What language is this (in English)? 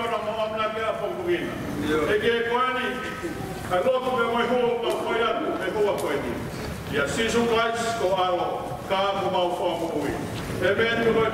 Tongan